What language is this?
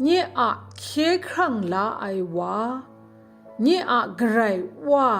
Kachin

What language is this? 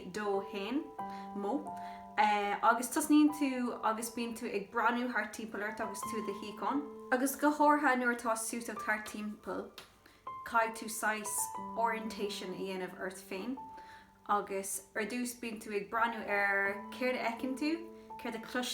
Irish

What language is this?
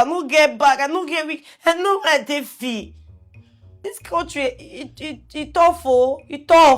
Nigerian Pidgin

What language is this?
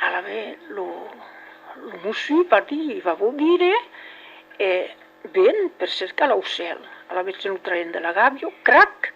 Occitan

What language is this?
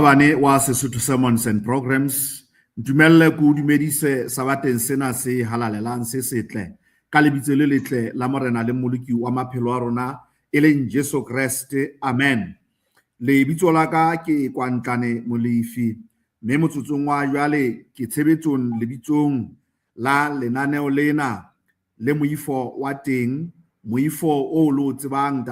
Southern Sotho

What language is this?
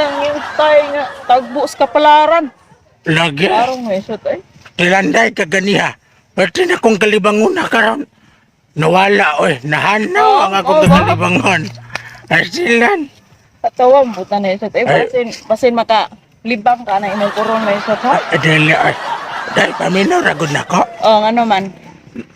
Cebuano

